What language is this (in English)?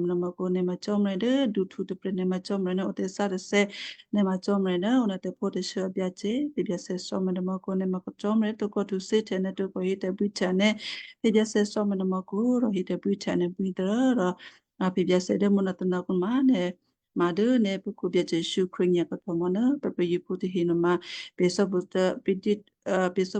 Western Kayah